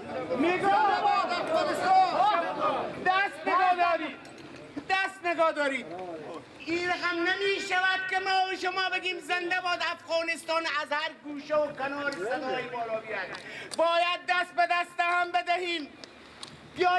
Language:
Persian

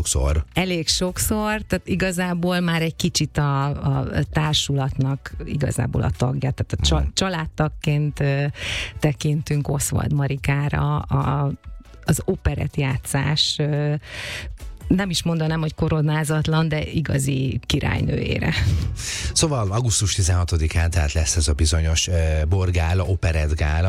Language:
Hungarian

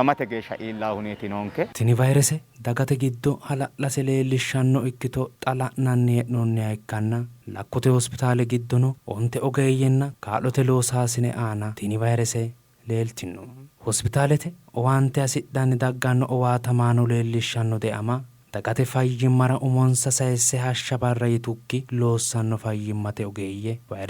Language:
Sidamo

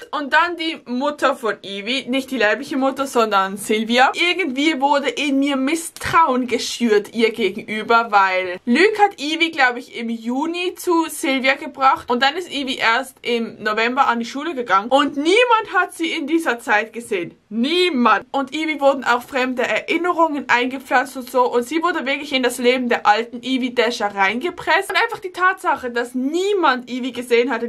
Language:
German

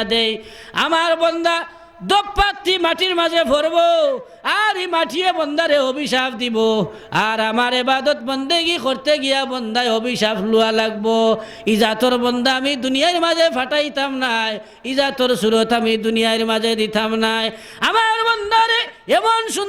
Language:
Sylheti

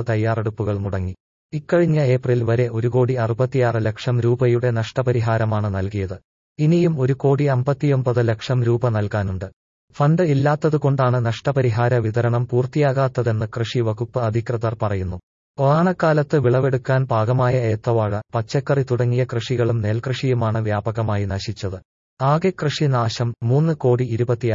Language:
Malayalam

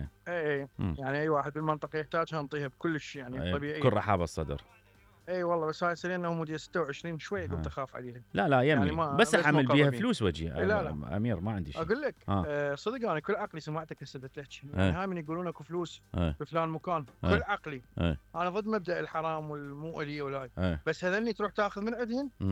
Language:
Mesopotamian Arabic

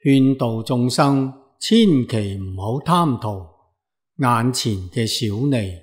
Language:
Cantonese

